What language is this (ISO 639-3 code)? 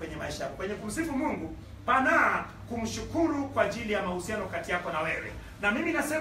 swa